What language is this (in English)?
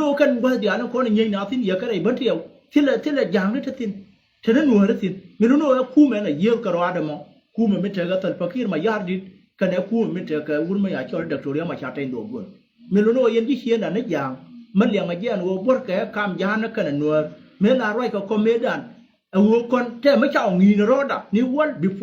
Nuer